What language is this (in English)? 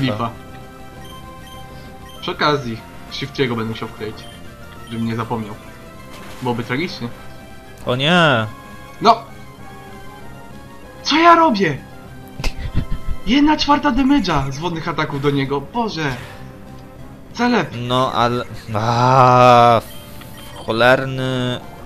Polish